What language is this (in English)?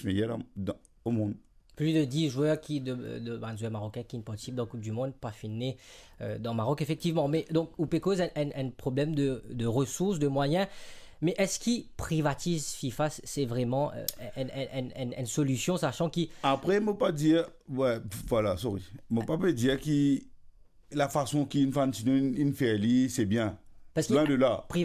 Morisyen